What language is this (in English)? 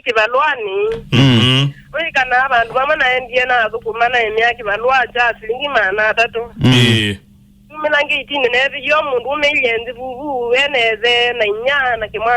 Kamba